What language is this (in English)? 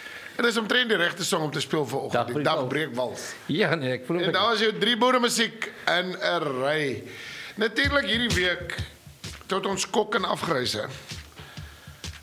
Afrikaans